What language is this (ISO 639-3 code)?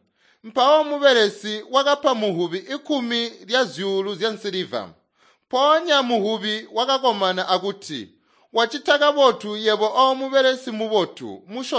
toi